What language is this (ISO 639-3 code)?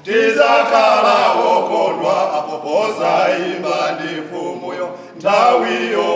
nya